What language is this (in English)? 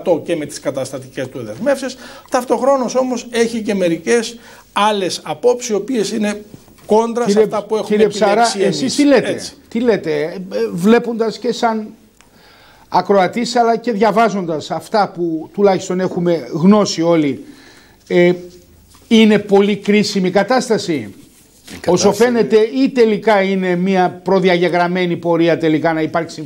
Greek